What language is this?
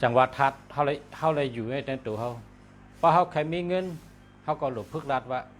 Shan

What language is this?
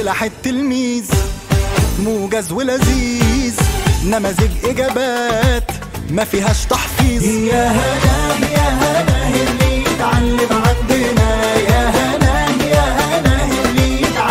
Malay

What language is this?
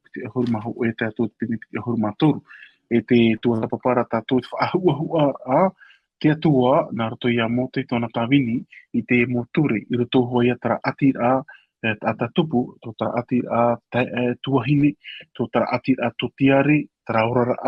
Tahitian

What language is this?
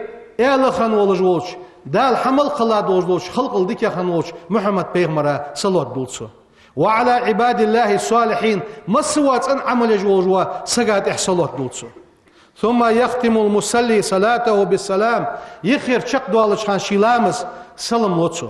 Ingush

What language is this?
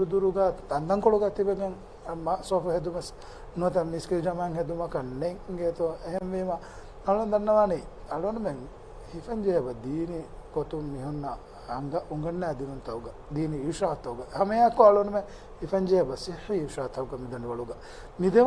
Divehi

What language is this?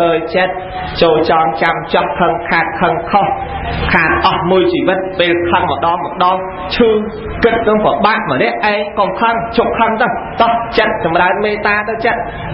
Khmer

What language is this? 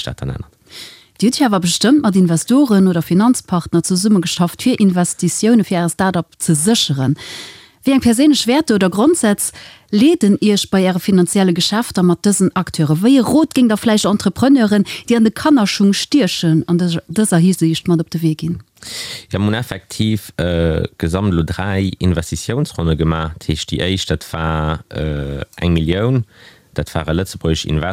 Luxembourgish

